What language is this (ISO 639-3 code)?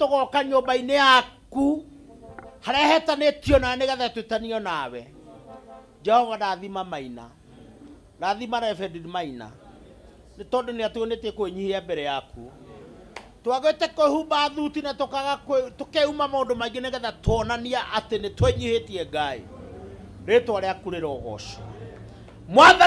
kik